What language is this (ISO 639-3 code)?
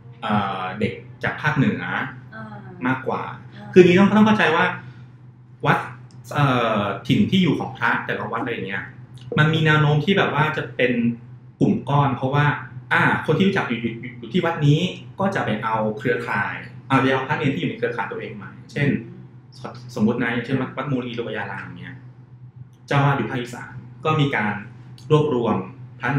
tha